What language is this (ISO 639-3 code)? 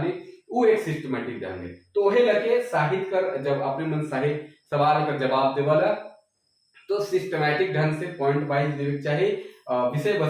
sck